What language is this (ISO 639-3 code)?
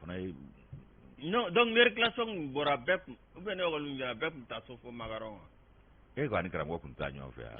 bam